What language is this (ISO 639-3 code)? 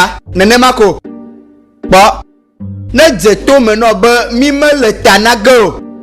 ewe